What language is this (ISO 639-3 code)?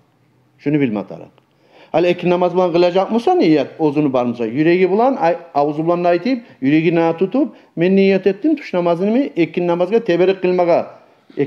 kum